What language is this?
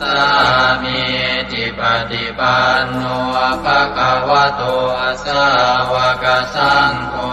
Pali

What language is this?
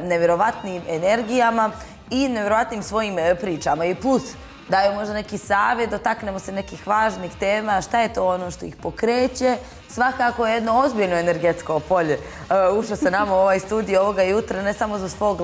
Bosnian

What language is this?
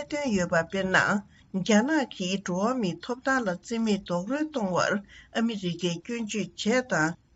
Tibetan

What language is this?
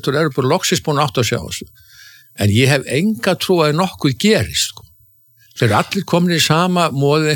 Icelandic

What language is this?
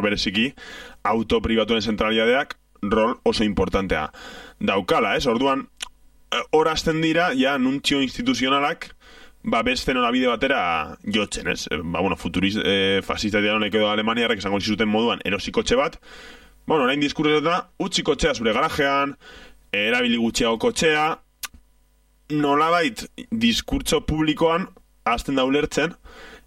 Basque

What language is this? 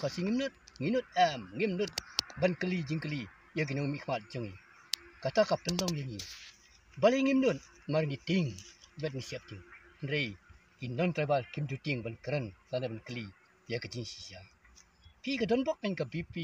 Khasi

